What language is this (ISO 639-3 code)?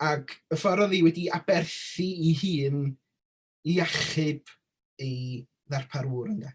cym